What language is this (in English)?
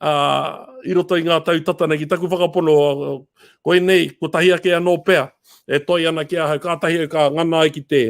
Māori